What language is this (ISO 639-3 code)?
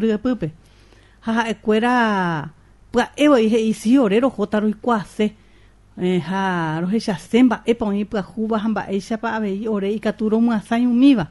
grn